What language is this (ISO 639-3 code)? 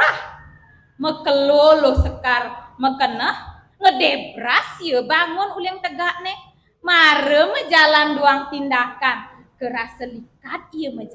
ban